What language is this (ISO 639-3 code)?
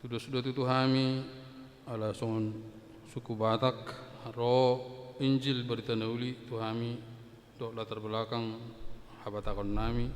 bbc